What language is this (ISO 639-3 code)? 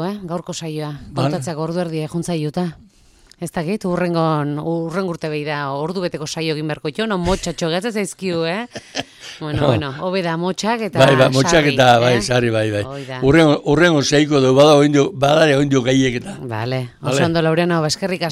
eus